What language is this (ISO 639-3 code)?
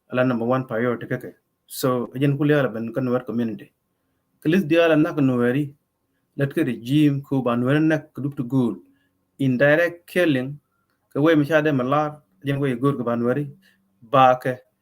nus